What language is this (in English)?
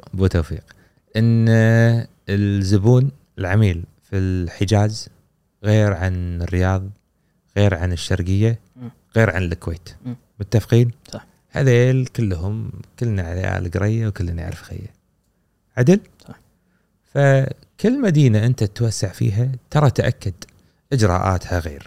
Gulf Arabic